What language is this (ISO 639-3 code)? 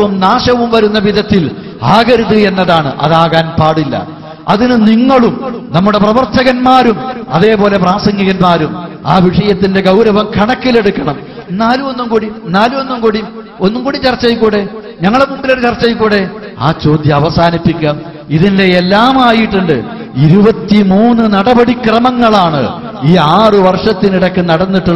mal